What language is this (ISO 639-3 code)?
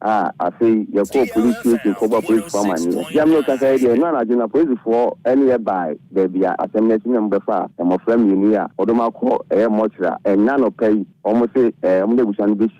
aka